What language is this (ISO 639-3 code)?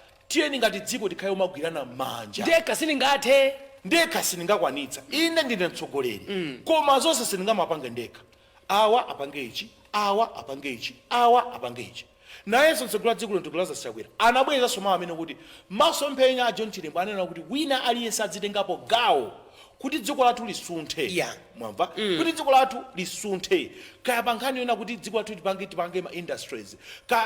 nya